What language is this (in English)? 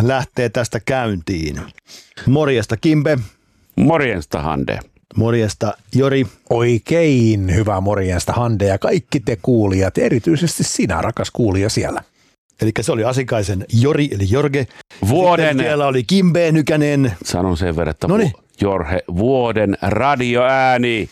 Finnish